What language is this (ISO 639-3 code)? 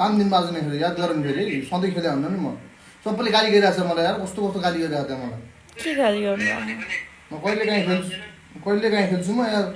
nep